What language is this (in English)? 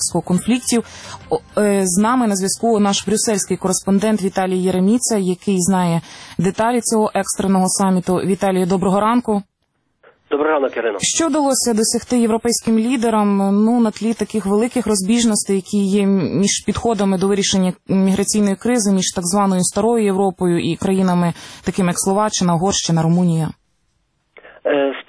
Ukrainian